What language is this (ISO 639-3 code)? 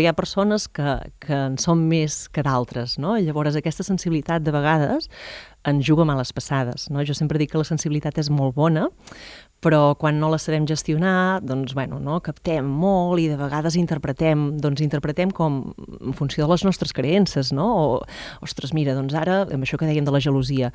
cat